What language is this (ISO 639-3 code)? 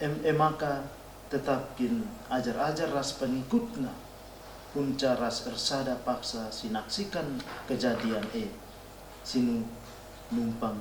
btx